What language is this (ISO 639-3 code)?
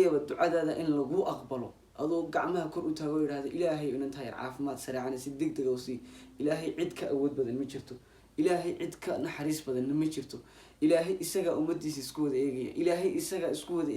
som